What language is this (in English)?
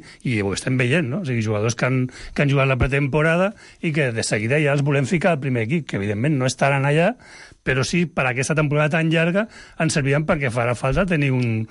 Catalan